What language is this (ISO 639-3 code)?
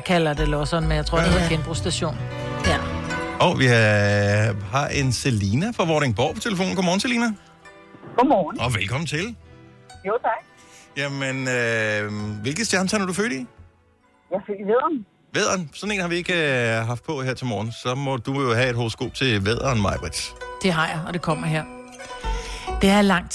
dan